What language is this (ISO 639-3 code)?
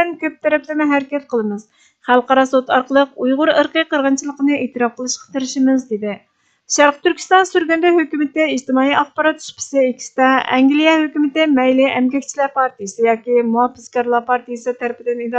uig